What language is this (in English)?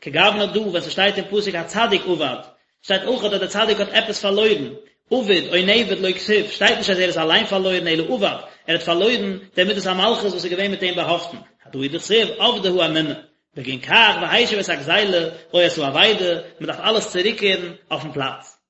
Yiddish